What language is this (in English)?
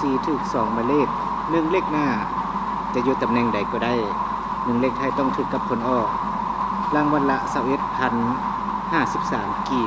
Lao